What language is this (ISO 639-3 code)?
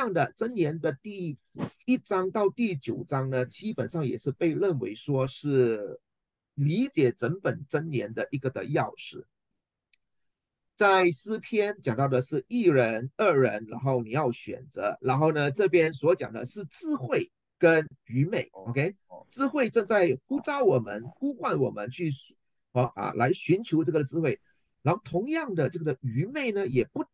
zho